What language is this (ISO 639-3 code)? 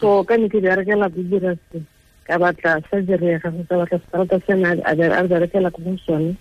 tsn